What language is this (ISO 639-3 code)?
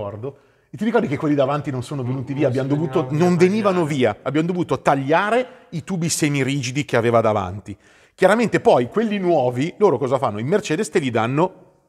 ita